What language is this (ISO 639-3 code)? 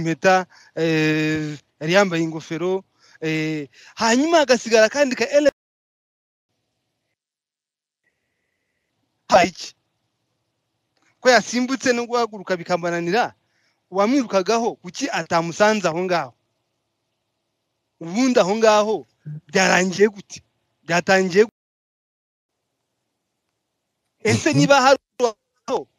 kin